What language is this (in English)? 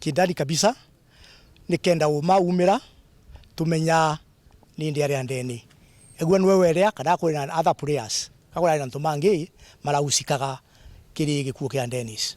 Meru